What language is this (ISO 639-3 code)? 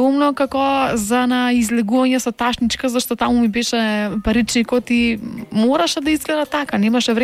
mkd